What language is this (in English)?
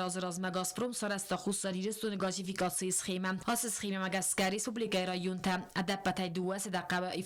Ossetic